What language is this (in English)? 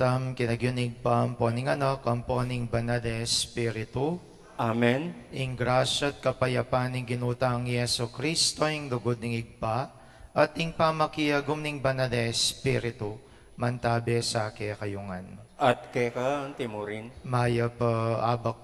Pampanga